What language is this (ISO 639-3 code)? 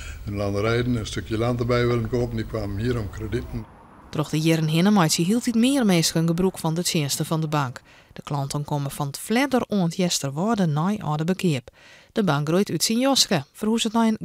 fry